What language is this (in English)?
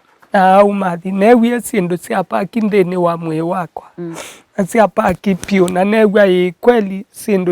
Kamba